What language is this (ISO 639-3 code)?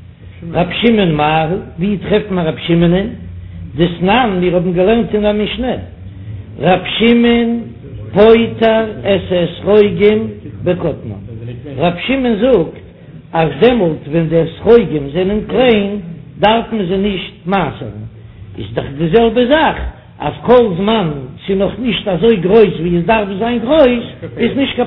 yid